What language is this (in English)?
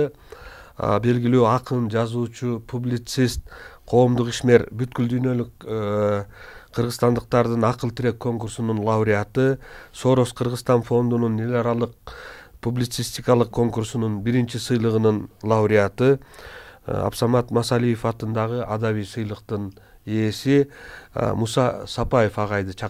Kyrgyz